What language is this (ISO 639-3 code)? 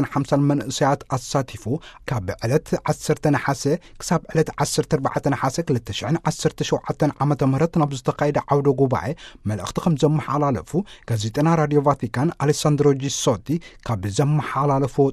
tir